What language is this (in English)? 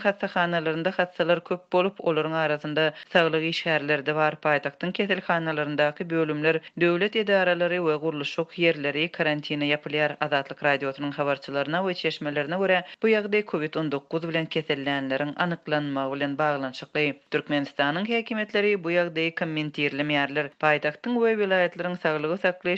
Turkmen